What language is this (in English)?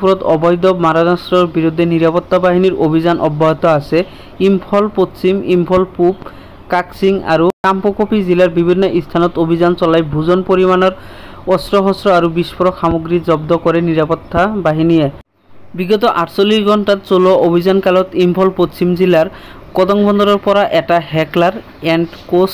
Assamese